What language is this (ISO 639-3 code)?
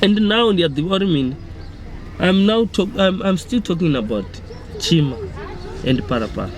ven